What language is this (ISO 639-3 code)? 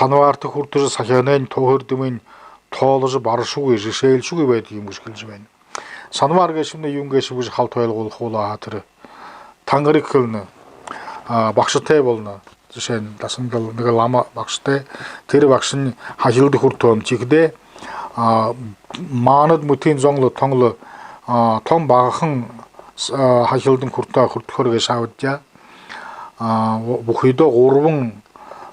bua